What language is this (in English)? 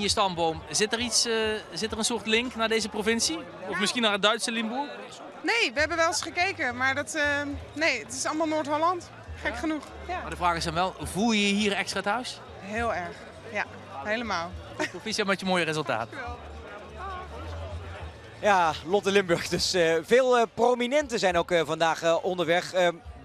Dutch